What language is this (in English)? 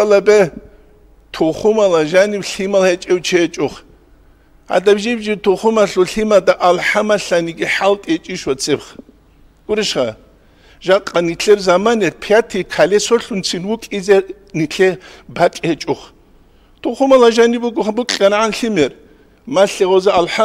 Avaric